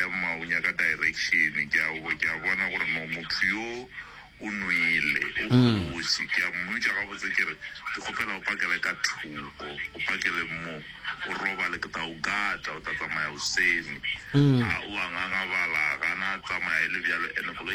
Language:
Northern Sotho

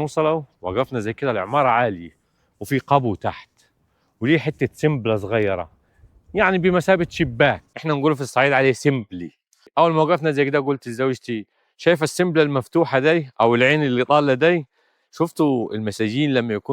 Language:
Egyptian Arabic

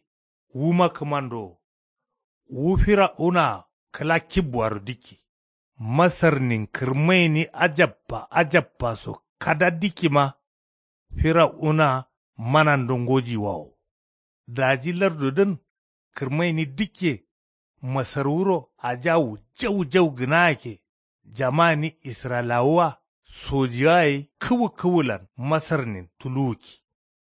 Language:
Kanuri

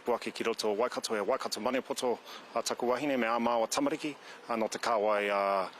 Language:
Māori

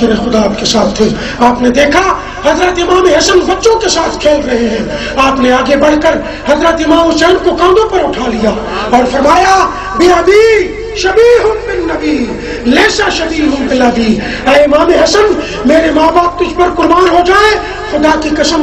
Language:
Urdu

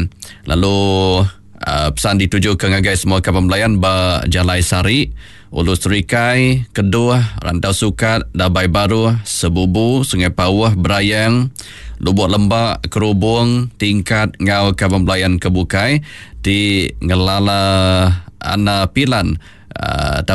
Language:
Iban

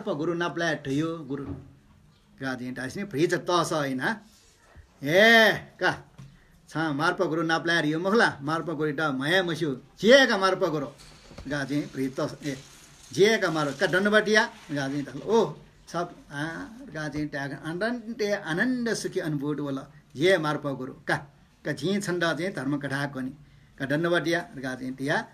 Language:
Newari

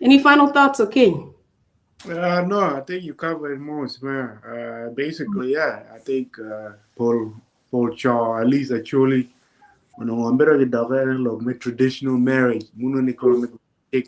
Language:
Acoli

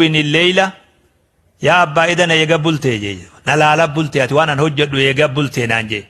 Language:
Oromo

